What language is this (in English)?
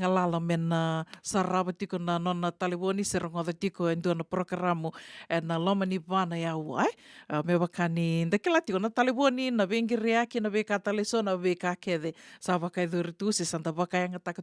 Fijian